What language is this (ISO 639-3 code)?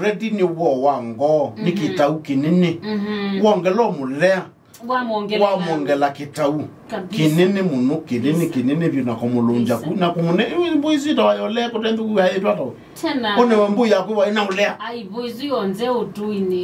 kam